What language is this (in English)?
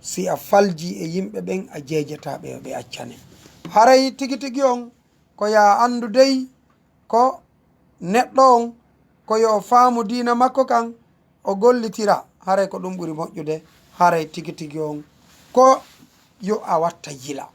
Fula